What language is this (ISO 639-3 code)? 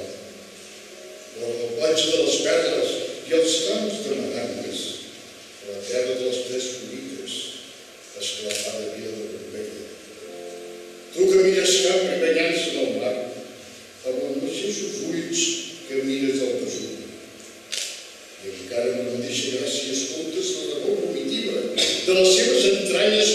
cat